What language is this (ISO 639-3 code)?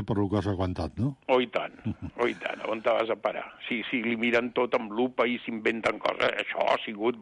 cat